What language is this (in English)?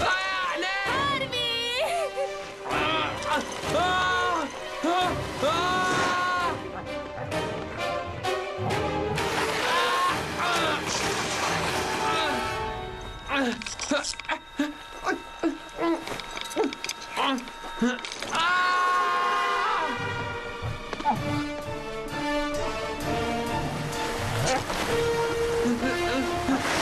Hungarian